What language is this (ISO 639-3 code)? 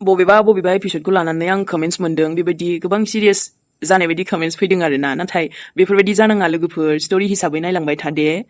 brx